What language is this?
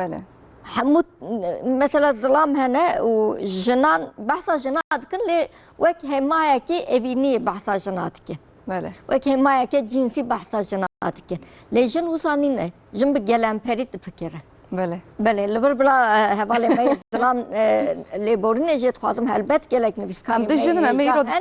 Kurdish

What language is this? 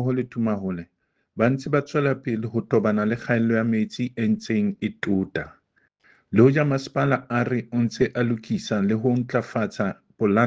Southern Sotho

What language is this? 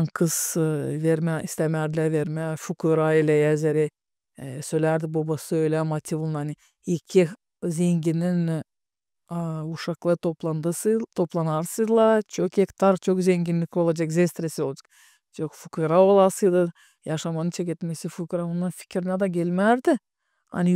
Gagauz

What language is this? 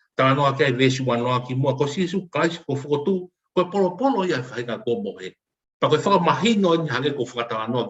Tongan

